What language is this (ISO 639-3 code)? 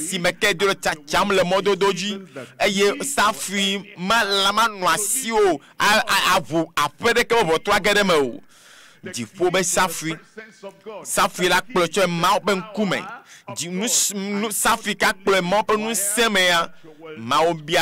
ewe